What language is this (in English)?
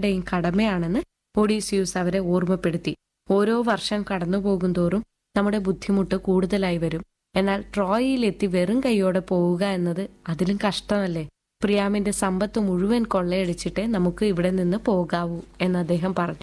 Malayalam